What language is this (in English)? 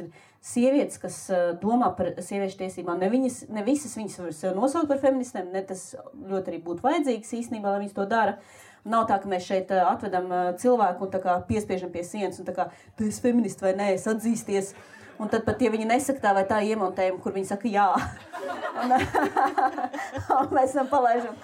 Latvian